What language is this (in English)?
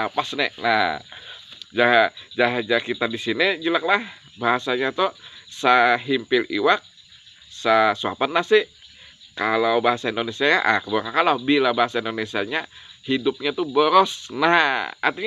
Banjar